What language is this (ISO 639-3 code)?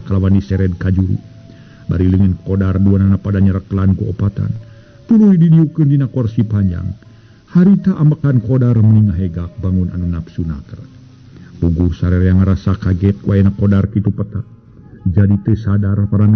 sun